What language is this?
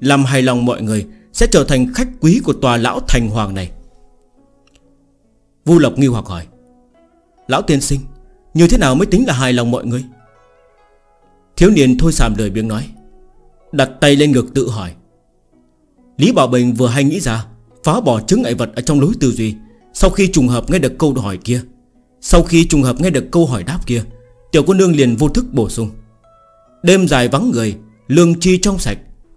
Vietnamese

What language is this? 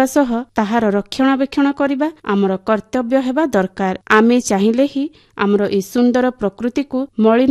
Odia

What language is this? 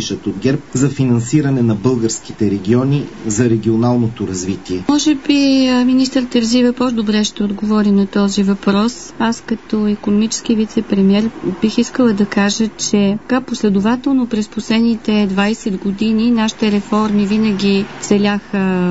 Bulgarian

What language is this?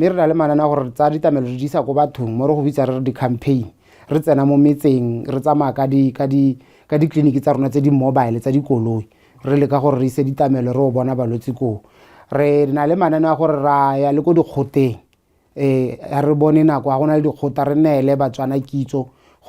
Tswana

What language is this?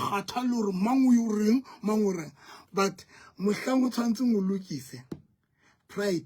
Southern Sotho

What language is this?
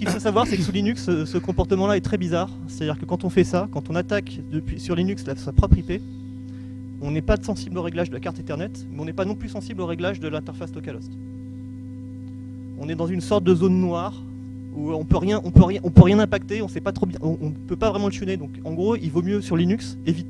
French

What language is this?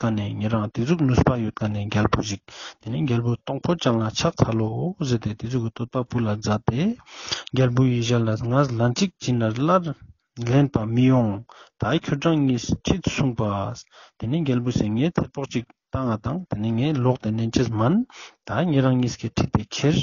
Ladakhi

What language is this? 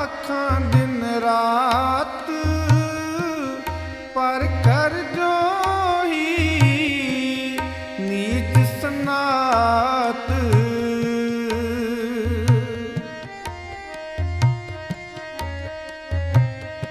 Punjabi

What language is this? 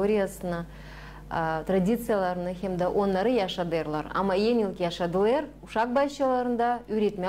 Gagauz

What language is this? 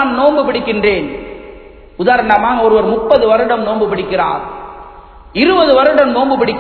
Tamil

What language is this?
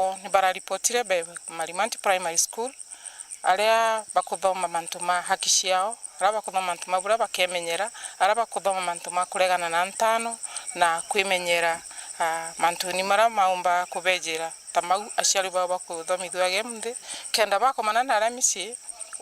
Meru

